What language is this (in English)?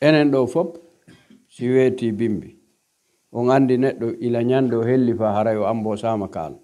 Pular